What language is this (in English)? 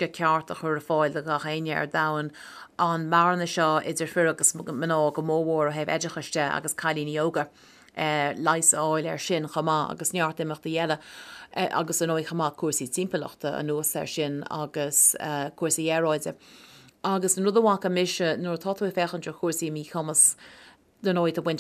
Irish